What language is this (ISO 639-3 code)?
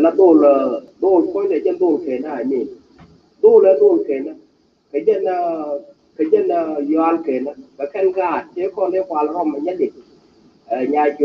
nus